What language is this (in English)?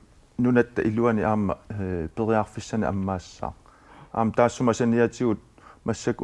Kalaallisut